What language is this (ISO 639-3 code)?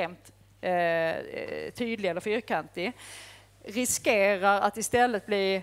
swe